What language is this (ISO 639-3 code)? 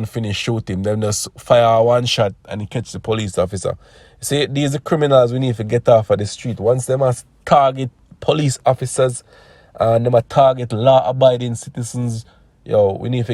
jam